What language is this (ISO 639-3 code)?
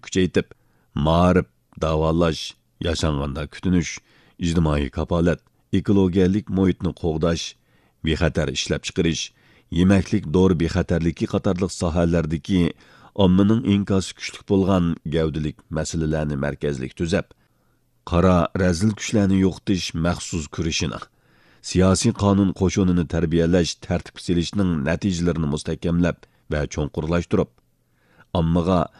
uig